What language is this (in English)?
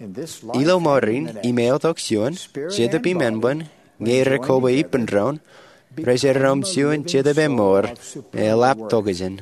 Marshallese